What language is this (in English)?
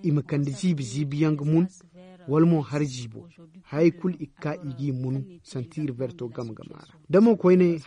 Zarma